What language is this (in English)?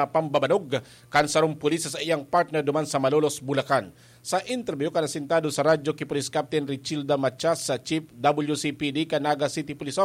Bikol